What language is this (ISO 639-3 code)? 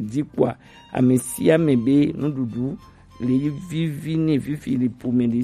gej